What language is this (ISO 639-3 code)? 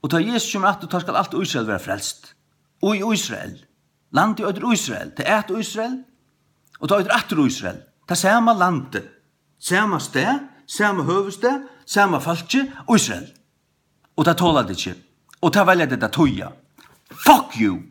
fao